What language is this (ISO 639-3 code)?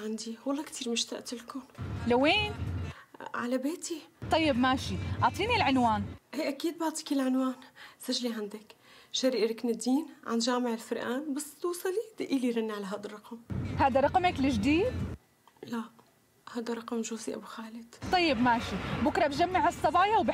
apc